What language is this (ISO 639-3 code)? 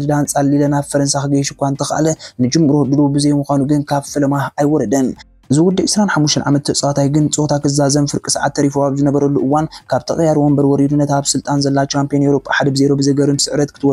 tir